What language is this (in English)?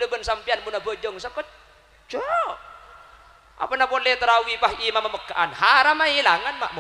Madurese